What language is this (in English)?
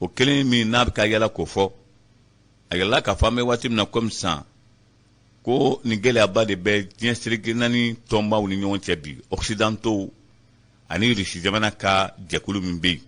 Bambara